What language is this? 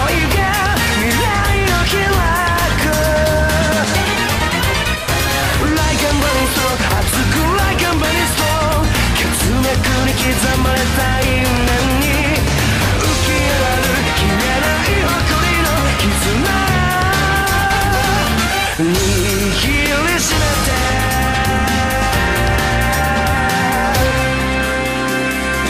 Japanese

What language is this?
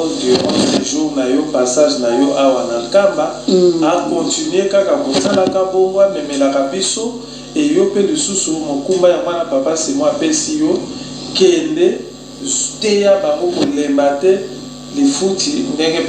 Lingala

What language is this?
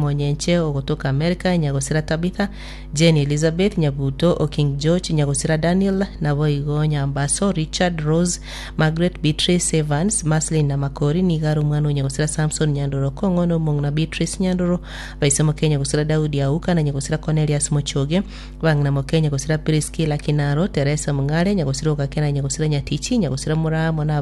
Gusii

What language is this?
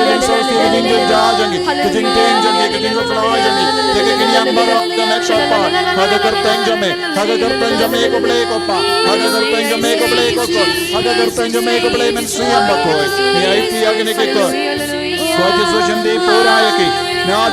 Khasi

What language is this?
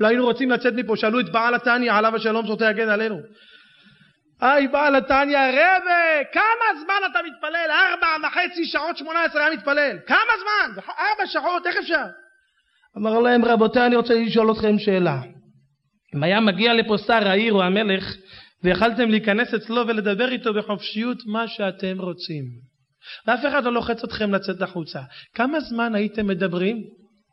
Hebrew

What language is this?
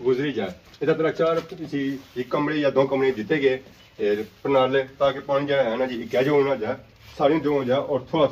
Pahari-Potwari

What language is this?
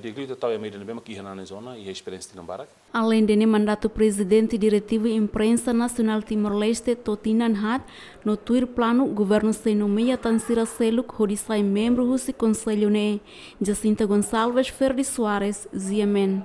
Tetum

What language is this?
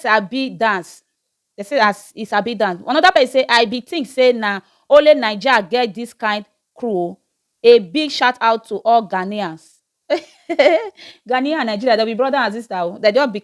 Nigerian Pidgin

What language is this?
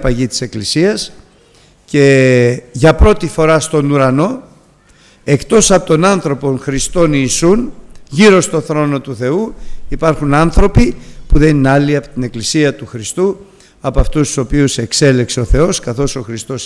Greek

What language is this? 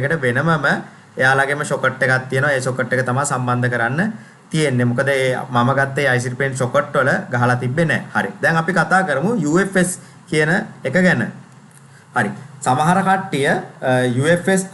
Sinhala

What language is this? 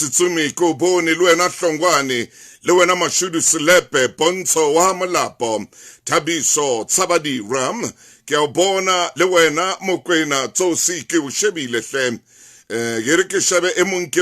Southern Sotho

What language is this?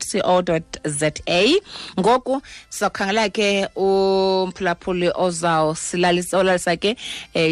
Xhosa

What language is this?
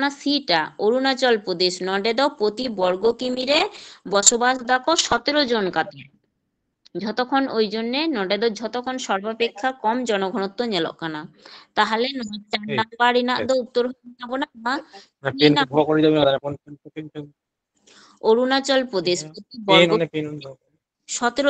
Santali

